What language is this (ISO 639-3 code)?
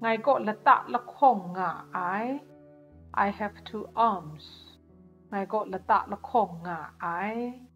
kac